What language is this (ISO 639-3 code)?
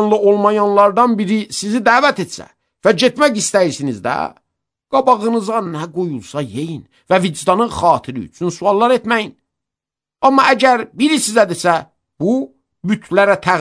aze